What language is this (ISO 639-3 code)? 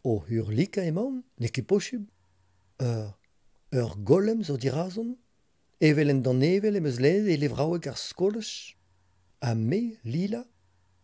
bre